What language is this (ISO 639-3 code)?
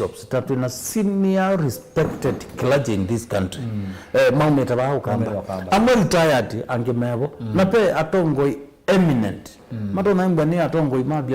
kam